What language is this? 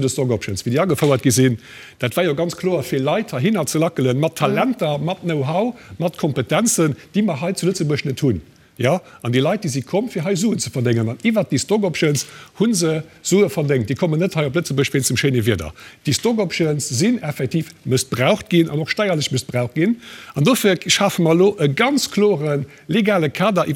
Luxembourgish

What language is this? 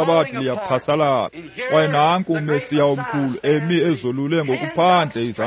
Xhosa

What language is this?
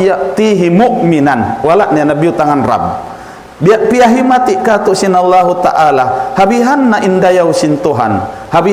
Tausug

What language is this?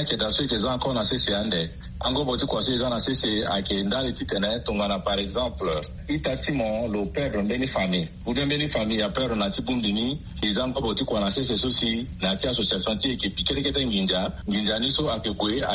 Sango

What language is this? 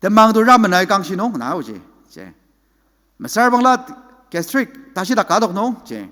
Ao Naga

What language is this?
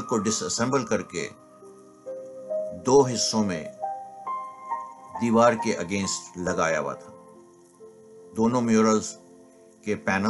Urdu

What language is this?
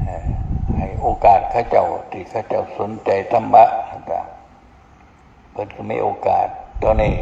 Northeastern Thai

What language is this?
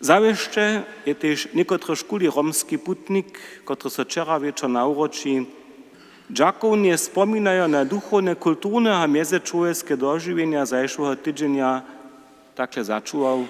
Upper Sorbian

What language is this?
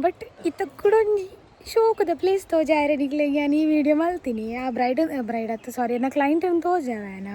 Tulu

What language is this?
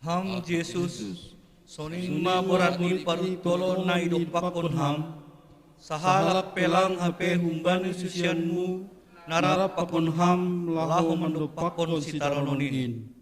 Batak Simalungun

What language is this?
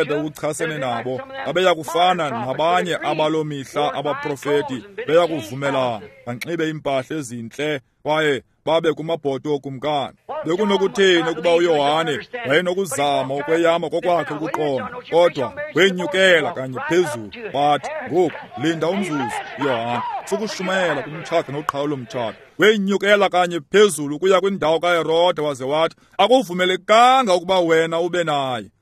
Xhosa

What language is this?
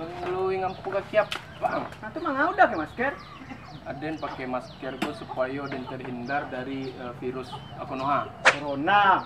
Minangkabau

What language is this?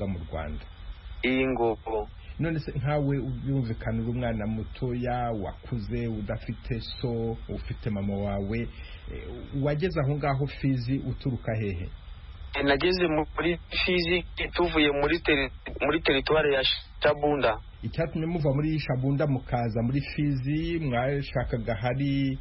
Kinyarwanda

